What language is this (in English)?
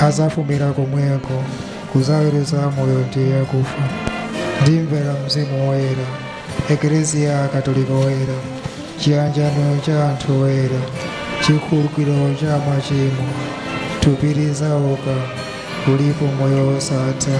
Nyanja